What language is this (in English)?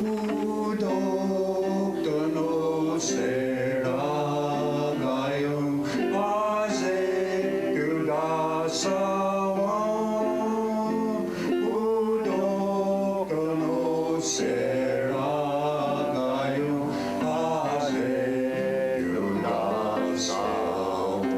Mohawk